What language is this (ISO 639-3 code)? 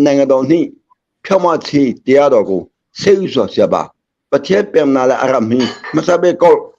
cnh